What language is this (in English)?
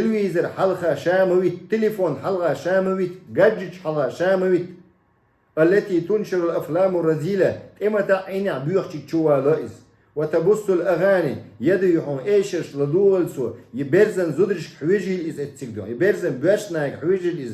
Chechen